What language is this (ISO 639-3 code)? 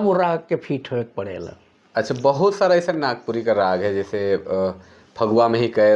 sck